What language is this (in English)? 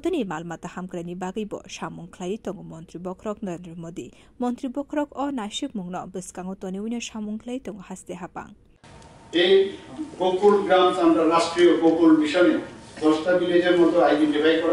Kok Borok